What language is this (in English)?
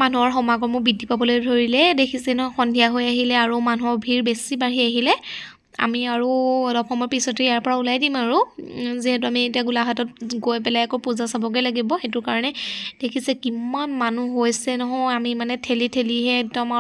Assamese